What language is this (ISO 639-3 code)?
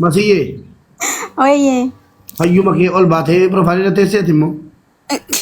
orm